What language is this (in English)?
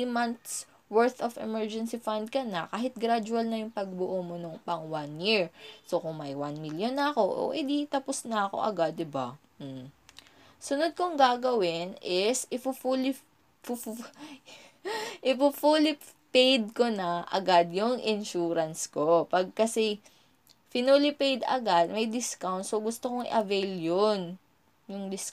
Filipino